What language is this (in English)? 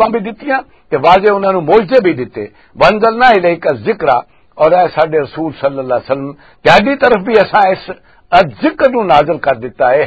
Western Panjabi